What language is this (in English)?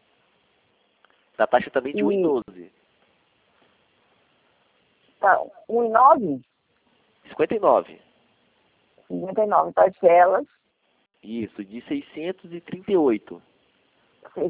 Portuguese